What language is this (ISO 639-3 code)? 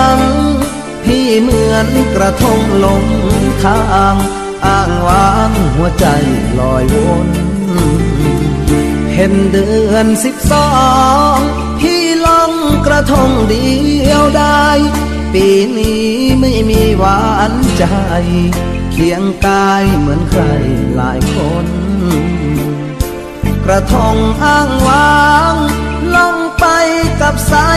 tha